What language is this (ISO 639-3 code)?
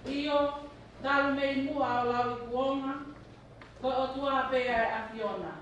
ton